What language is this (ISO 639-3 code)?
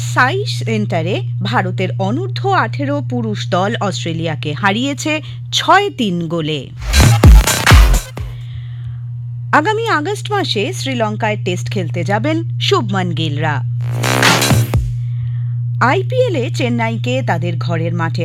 ben